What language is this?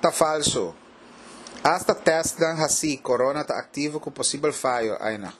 Papiamento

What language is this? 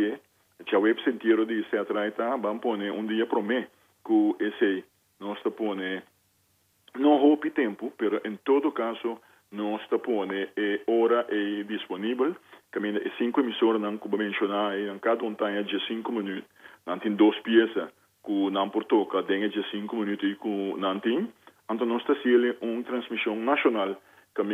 Papiamento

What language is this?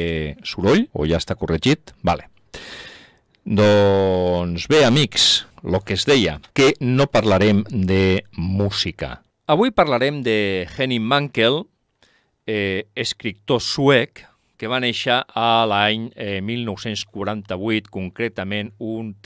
Catalan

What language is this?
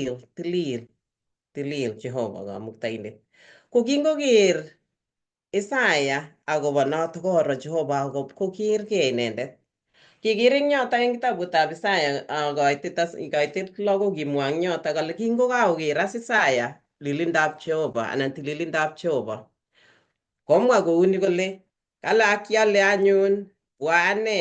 Kalenjin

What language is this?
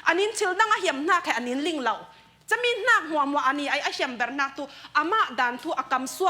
Falam Chin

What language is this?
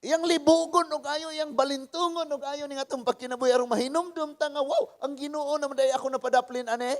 Cebuano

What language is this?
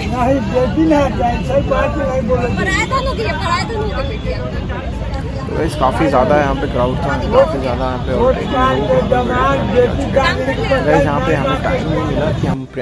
Hindi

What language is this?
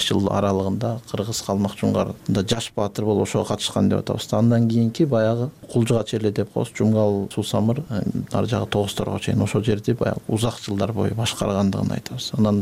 Kyrgyz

